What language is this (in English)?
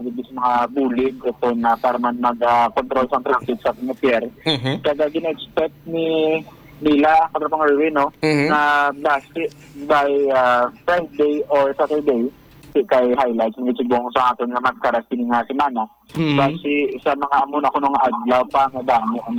Hiligaynon